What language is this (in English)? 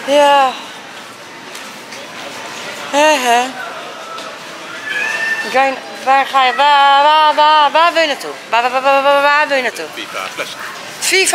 Dutch